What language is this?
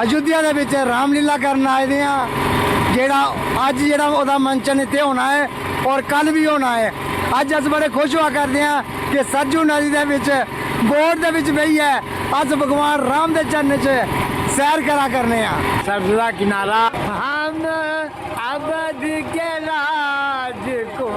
Dogri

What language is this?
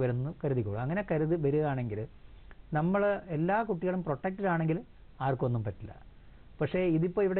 Malayalam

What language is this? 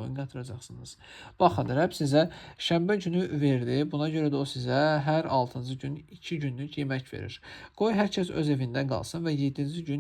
Azerbaijani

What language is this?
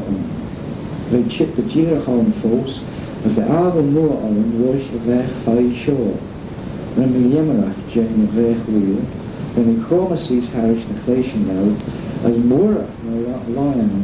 Manx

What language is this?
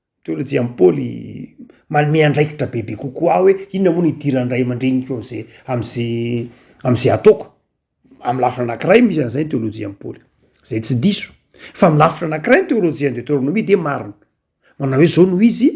Malagasy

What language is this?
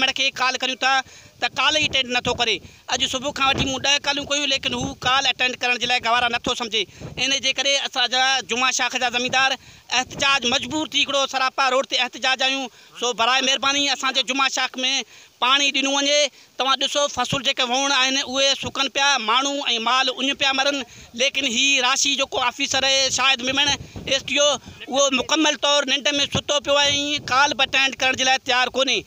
Sindhi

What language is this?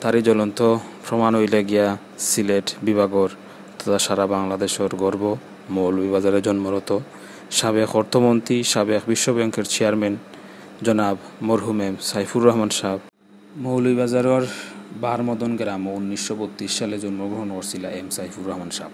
Sylheti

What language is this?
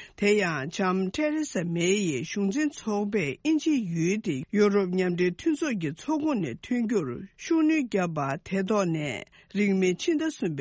Tibetan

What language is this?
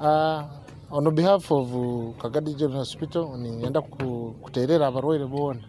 Nyoro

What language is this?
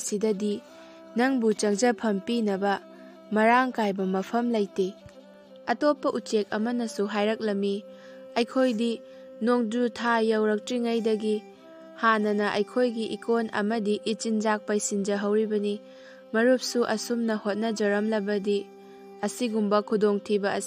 Manipuri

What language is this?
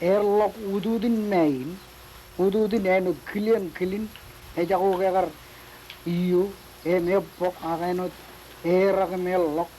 Marshallese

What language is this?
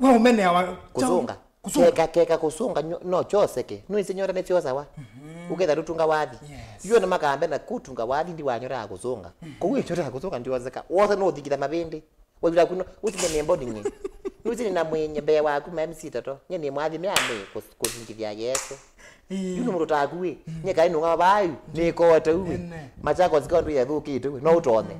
Kamba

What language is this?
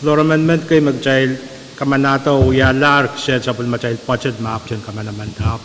Pohnpeian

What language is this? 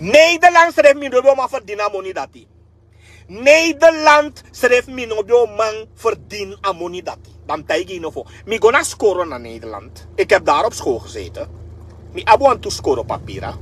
Sranan Tongo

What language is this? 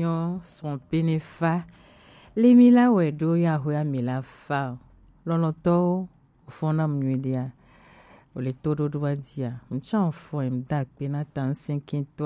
Gen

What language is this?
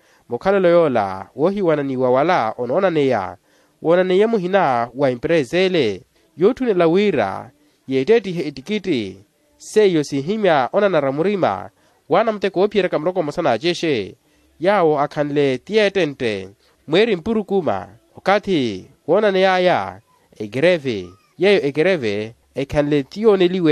Makhuwa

